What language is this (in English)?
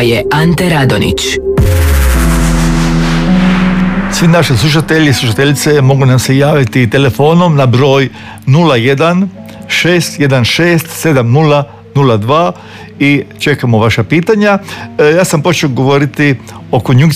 Croatian